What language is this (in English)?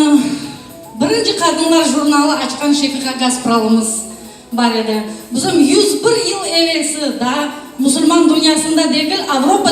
Crimean Tatar